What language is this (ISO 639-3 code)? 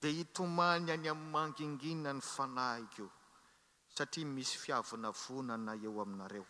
mlg